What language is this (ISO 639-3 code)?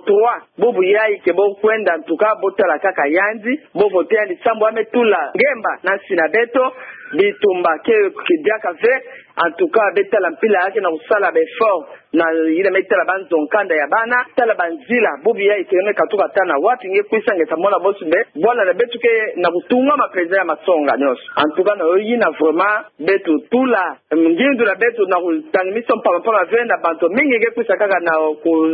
ktu